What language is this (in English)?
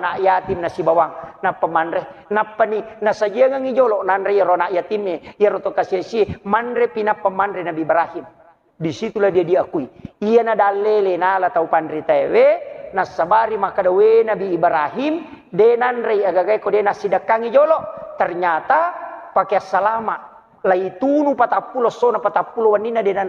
Buginese